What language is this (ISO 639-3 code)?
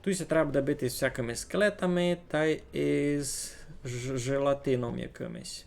rue